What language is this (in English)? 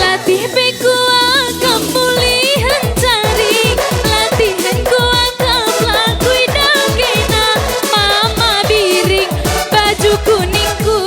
Batak Karo